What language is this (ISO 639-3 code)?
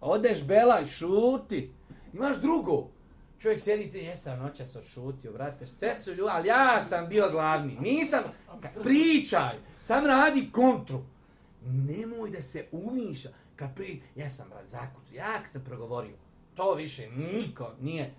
bos